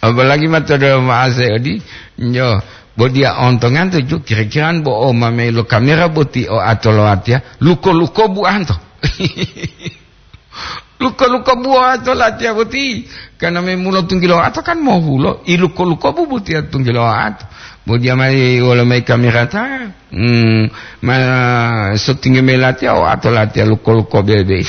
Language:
Gorontalo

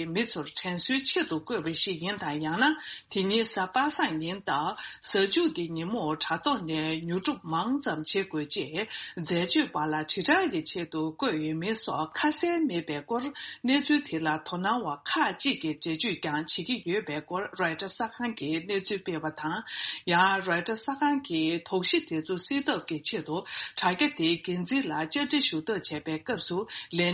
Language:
Tibetan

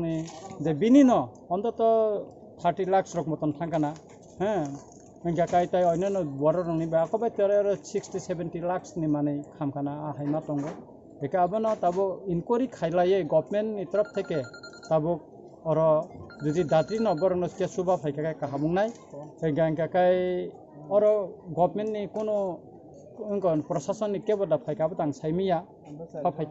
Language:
Kok Borok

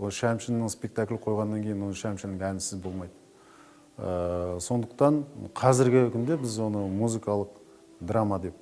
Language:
Kazakh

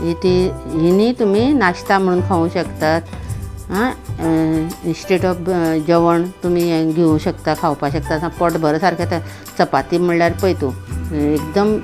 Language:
Konkani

